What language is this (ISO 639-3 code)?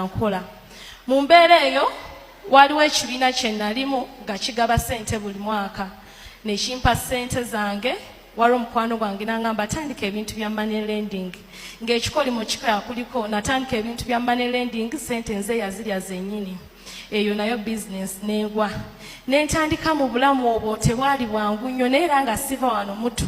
lug